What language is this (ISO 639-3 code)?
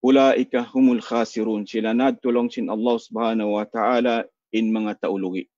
tsg